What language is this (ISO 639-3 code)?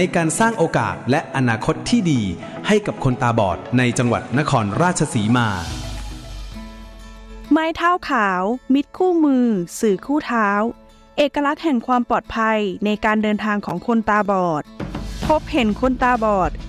tha